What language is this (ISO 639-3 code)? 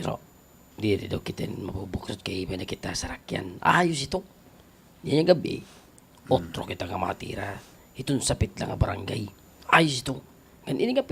war